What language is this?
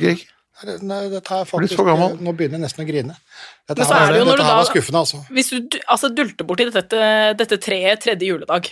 Norwegian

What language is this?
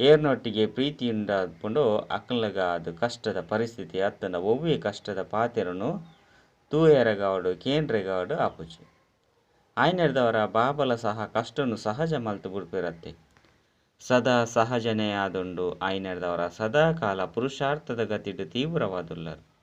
Tulu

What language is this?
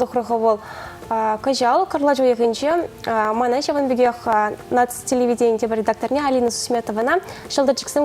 Chuvash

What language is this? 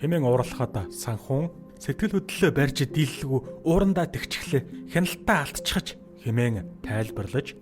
Mongolian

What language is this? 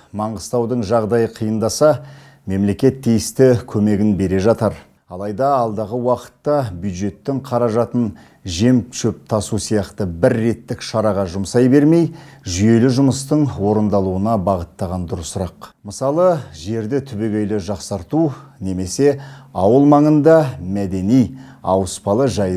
Kazakh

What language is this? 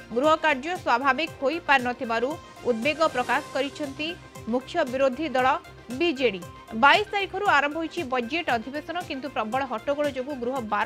Odia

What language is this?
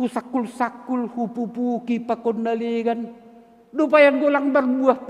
Batak Simalungun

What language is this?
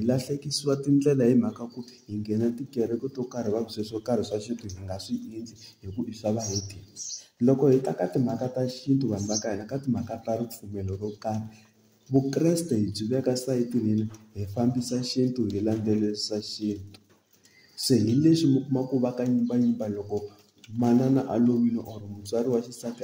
Tsonga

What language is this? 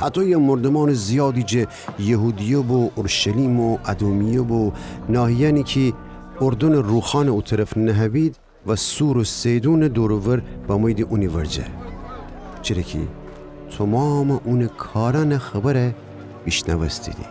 Gilaki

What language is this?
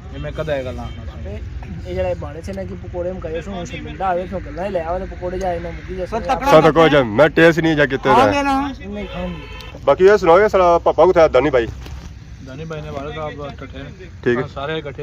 Pahari-Potwari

